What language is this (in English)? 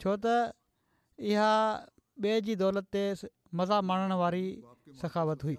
Sindhi